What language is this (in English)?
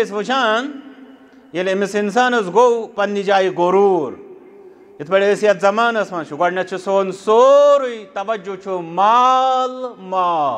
Kashmiri